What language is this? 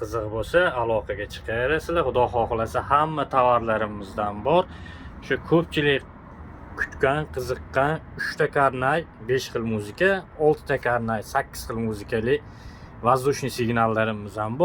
Uzbek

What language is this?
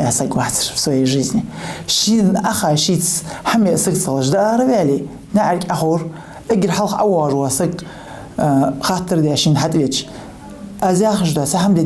Ingush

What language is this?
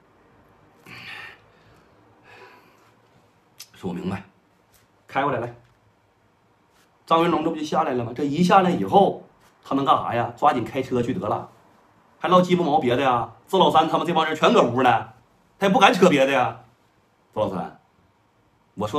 Chinese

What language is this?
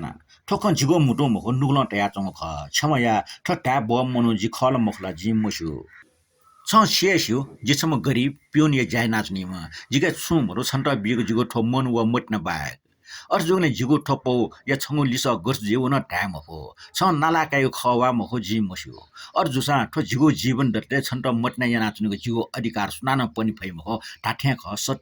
Newari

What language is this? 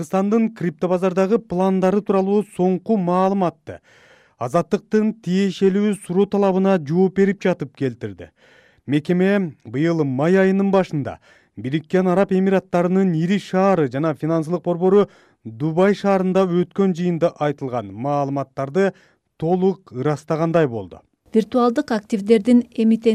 Kyrgyz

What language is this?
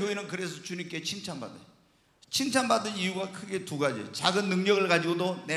Korean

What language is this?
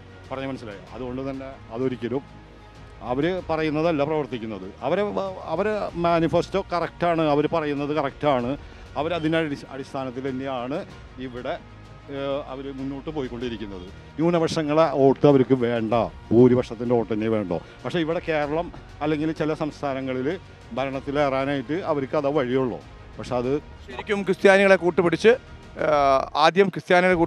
Malayalam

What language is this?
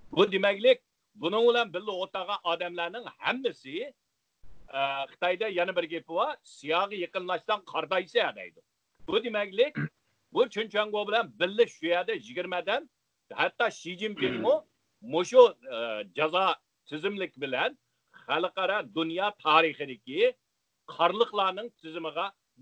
Uyghur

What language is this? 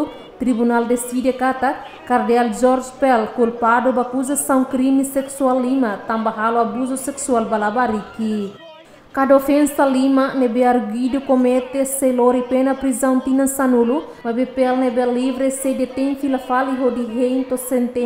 Tetum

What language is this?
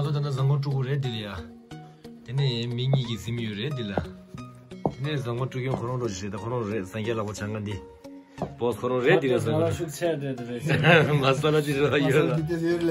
Tibetan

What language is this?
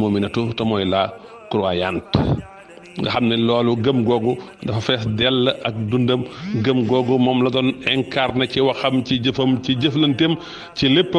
Wolof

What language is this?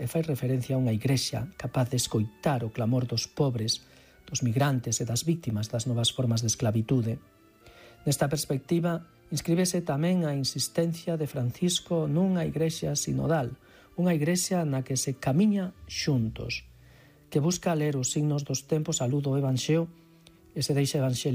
Galician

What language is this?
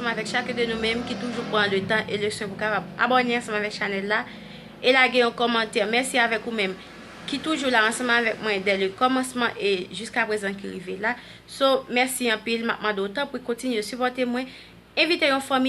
Haitian Creole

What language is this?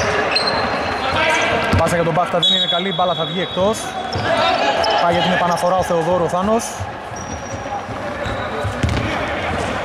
Greek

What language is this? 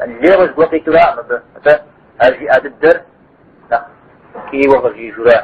Kabardian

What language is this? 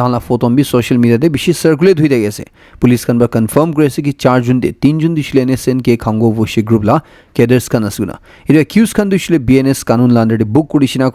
Naga Pidgin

